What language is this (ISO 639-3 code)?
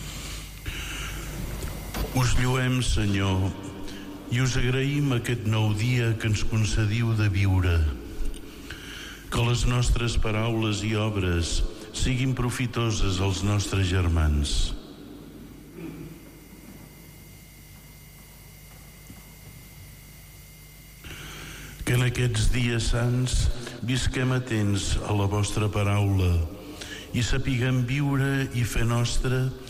cat